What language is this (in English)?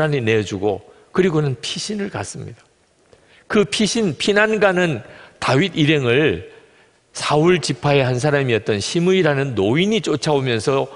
Korean